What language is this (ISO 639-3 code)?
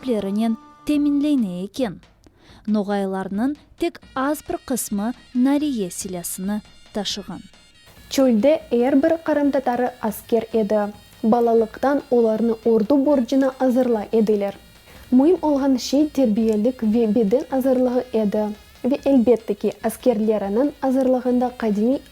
crh